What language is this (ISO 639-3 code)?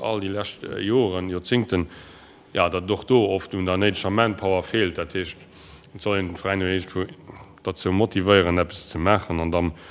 ltz